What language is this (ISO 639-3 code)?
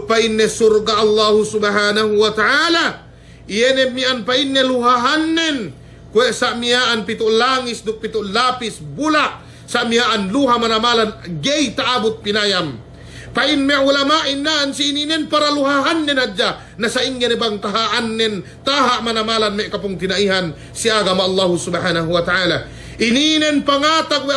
yka